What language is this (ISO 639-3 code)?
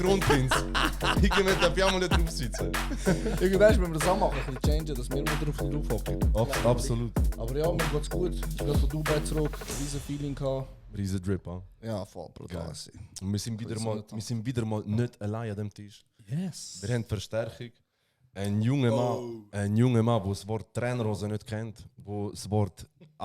gsw